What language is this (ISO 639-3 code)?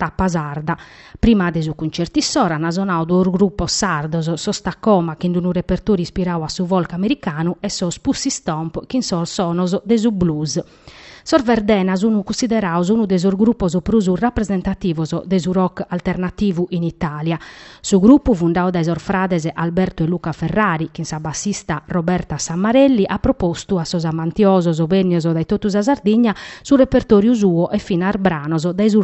srd